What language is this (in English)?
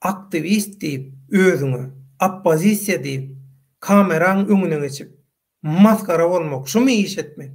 Turkmen